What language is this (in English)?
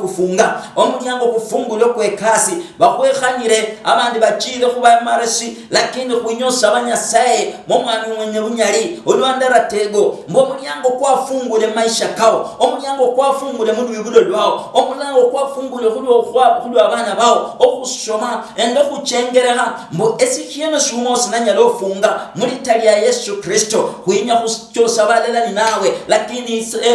Luyia